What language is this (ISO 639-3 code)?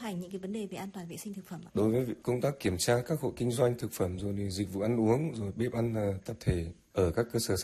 vie